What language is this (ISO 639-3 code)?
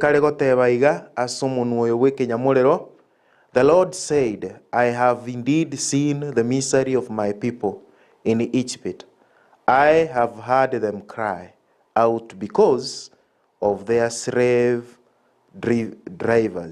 guz